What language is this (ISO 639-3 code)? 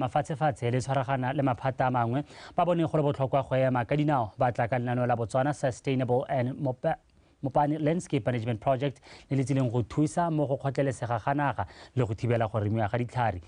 tsn